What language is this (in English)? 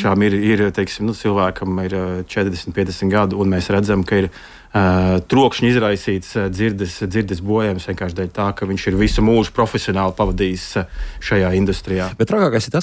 Latvian